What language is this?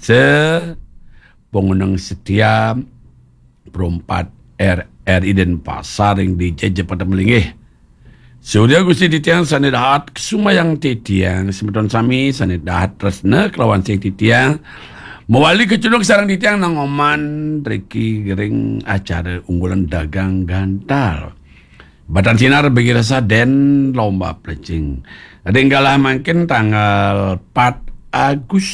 Balinese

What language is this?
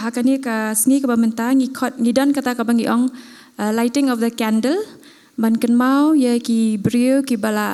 Khasi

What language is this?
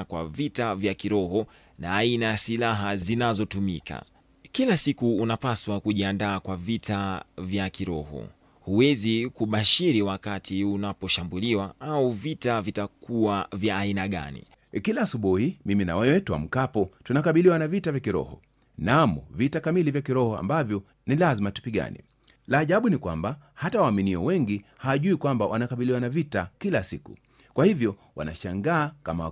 Swahili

